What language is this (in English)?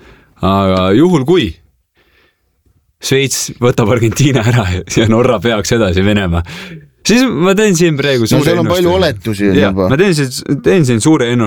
Estonian